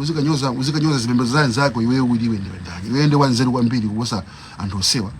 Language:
Nyanja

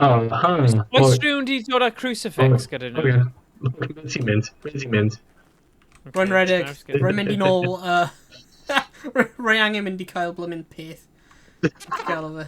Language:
Welsh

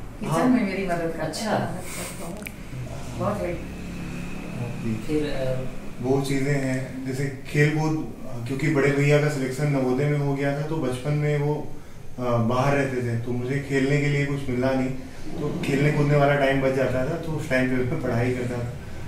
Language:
Hindi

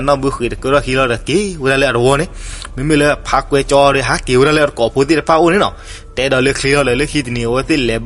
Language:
S'gaw Karen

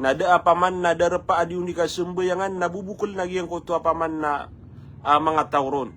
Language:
Maranao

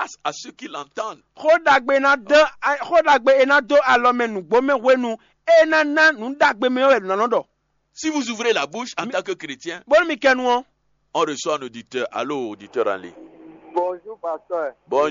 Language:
Fon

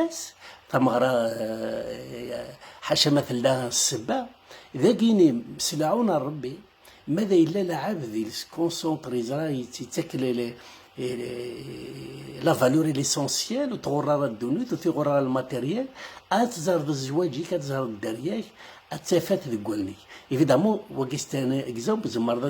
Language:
Kabyle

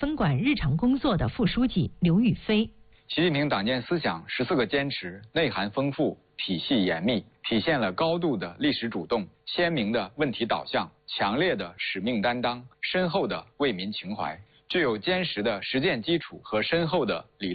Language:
Chinese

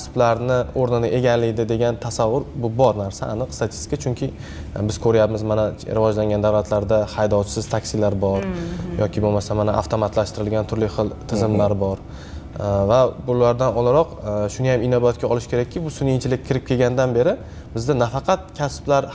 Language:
Uzbek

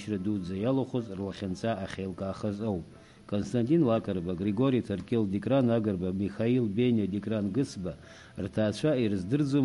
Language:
Abkhazian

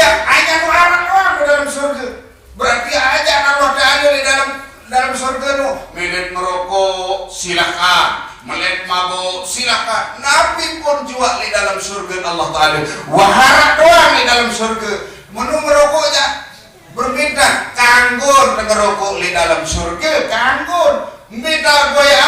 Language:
Sasak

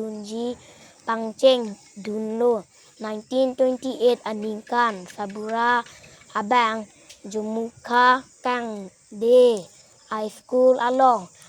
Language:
Karbi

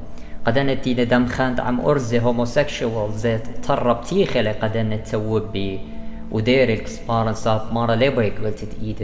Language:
Assyrian Neo-Aramaic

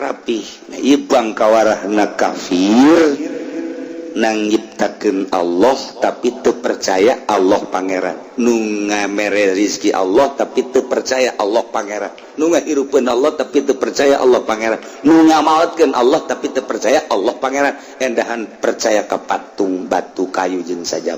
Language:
Sundanese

